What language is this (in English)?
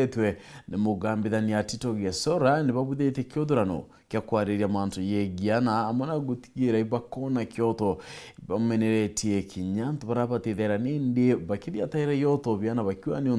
Meru